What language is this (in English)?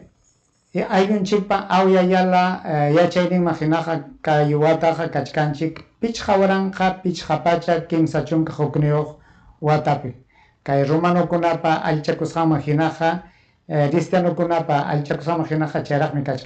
Ayacucho Quechua